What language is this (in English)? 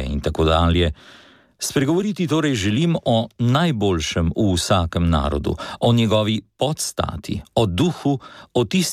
Slovenian